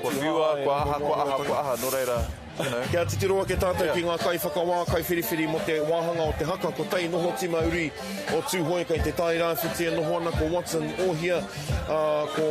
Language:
Māori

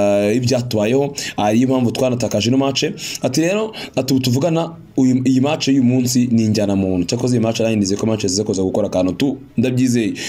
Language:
Kinyarwanda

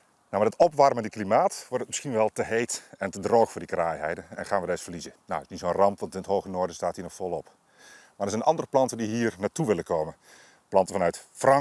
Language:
Dutch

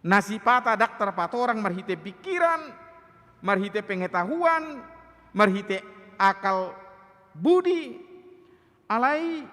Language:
Batak Toba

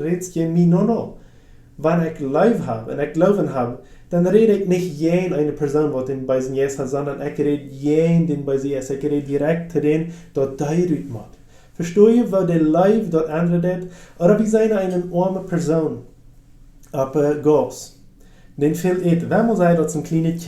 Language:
Plautdietsch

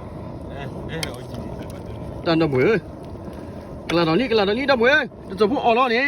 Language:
S'gaw Karen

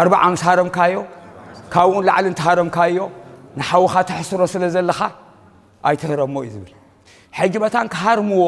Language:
Tigrinya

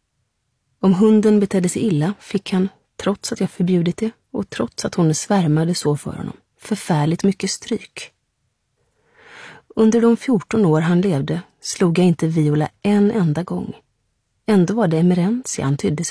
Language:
Swedish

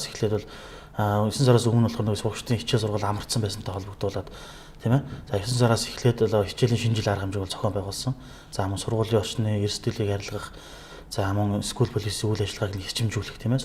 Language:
Mongolian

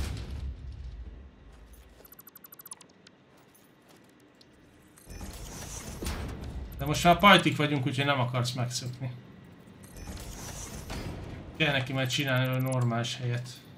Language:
Hungarian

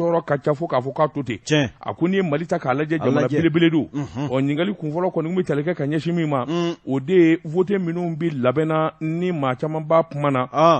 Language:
Bambara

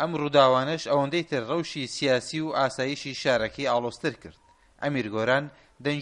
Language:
Central Kurdish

